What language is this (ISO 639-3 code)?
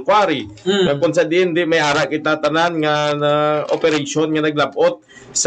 hil